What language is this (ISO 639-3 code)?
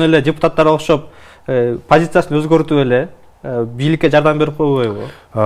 kir